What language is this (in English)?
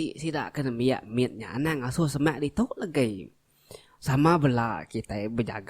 Iban